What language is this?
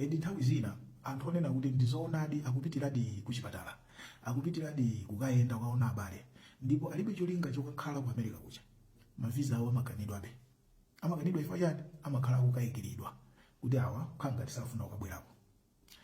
Nyanja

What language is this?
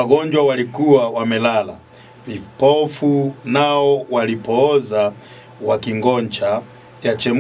Swahili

